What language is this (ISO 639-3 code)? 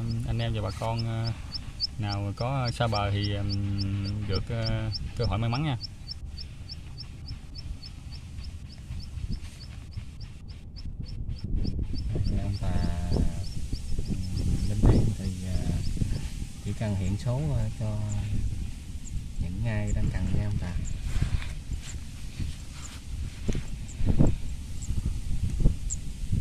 vie